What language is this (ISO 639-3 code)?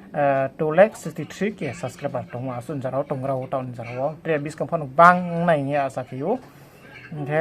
ria